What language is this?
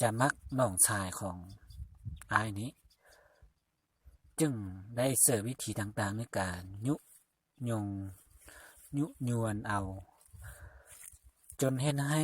Lao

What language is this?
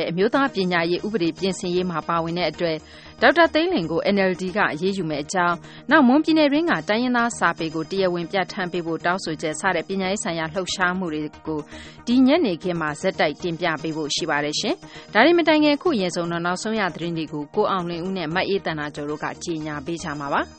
Burmese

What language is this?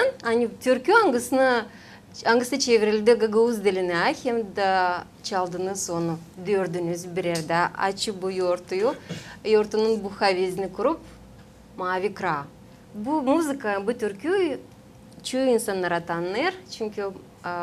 Gagauz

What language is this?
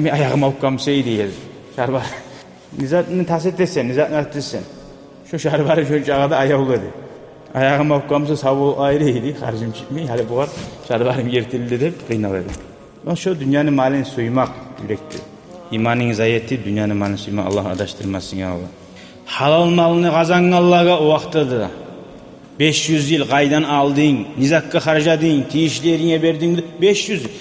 Kumyk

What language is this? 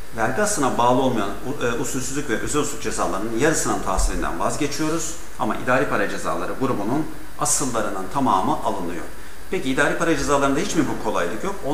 Turkish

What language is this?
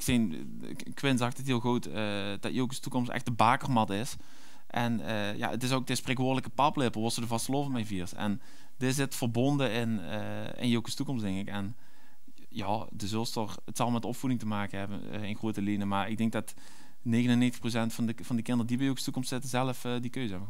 Limburgish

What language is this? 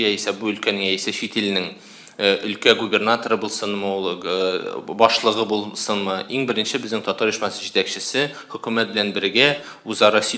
Tatar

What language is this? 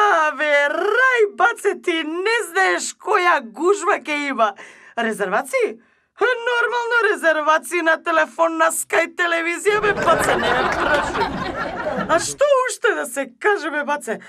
Macedonian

